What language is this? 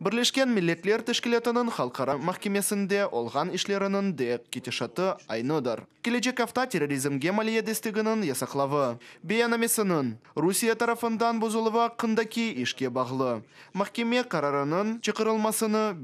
Crimean Tatar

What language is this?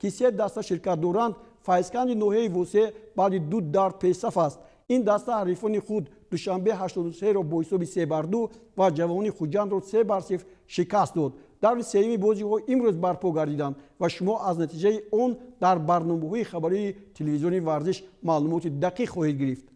Tajik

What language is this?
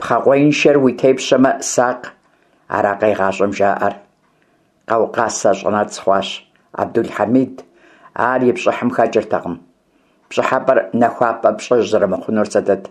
Kabardian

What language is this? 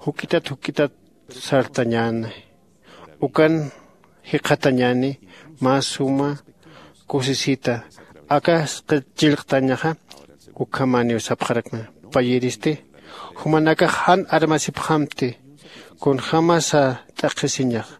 Aymara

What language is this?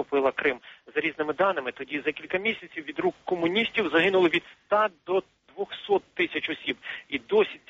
Ukrainian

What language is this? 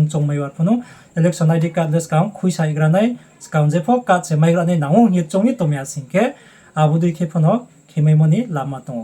Riang (India)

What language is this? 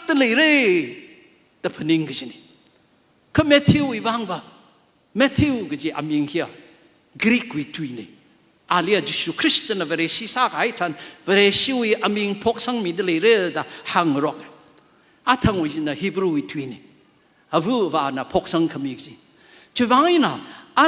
Tangkhul Naga (India)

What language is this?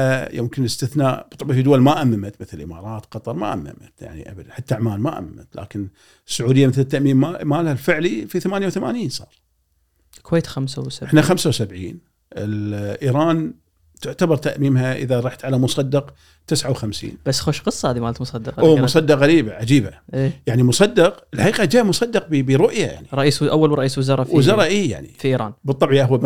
Gulf Arabic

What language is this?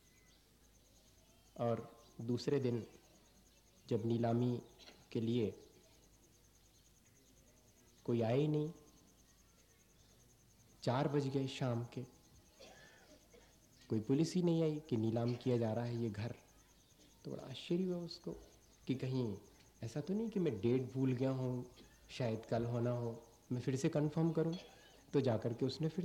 Hindi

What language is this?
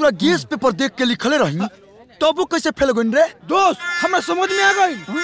Bhojpuri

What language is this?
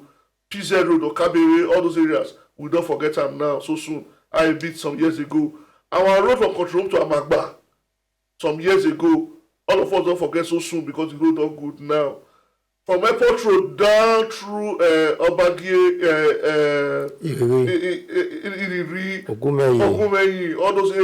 Nigerian Pidgin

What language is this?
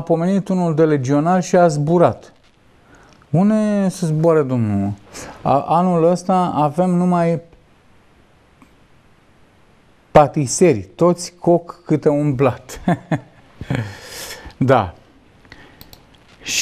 Romanian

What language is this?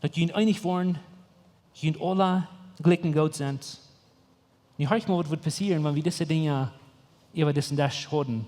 Plautdietsch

